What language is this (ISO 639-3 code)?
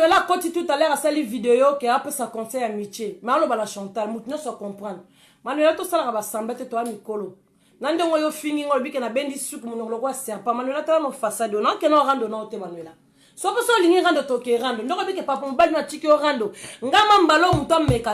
lin